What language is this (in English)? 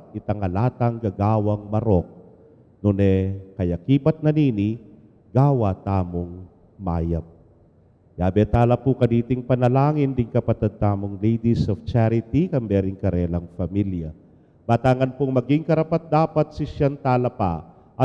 Pampanga